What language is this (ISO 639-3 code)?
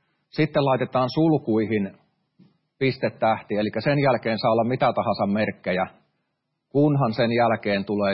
fin